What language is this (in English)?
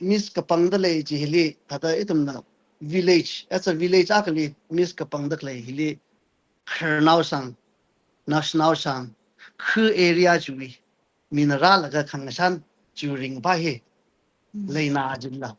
Tangkhul Naga (India)